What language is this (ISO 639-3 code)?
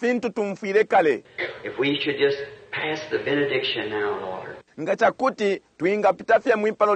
bem